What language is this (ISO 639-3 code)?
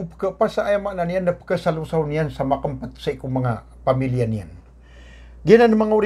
mrw